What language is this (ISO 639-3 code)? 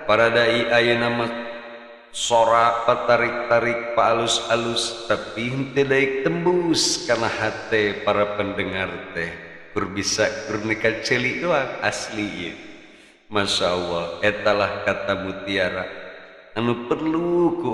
sun